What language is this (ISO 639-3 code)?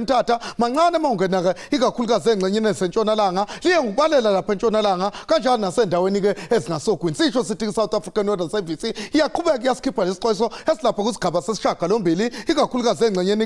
zul